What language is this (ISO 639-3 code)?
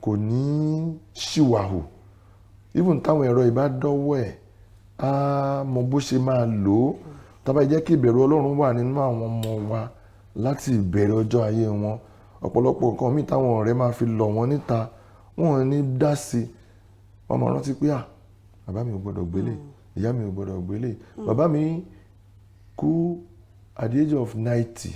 yor